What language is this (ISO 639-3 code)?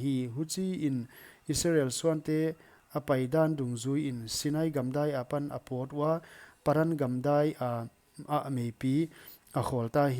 pck